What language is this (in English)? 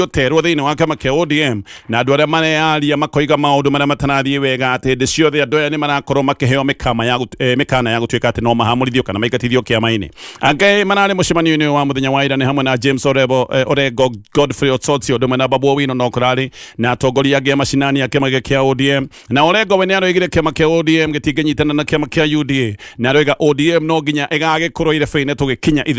Kikuyu